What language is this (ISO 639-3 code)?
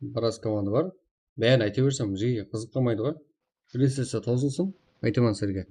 kaa